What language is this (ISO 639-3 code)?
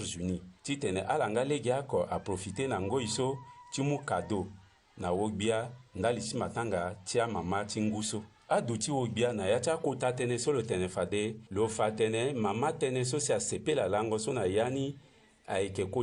sag